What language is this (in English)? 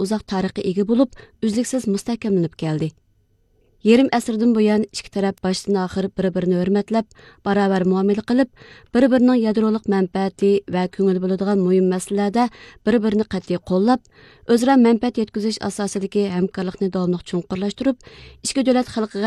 Uyghur